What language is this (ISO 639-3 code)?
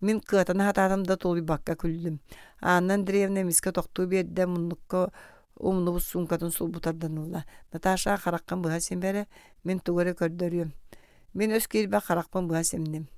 sah